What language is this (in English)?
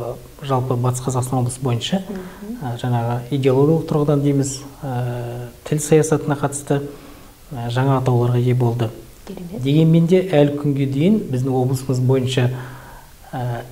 Kazakh